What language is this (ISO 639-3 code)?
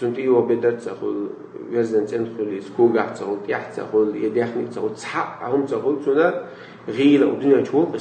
che